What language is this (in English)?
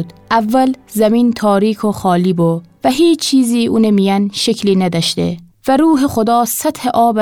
Gilaki